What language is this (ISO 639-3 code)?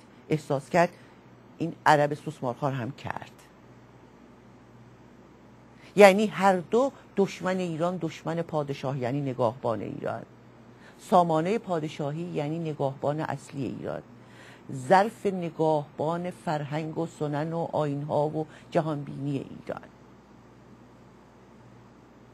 fas